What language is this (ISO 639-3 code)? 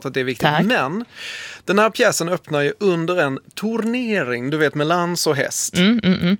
swe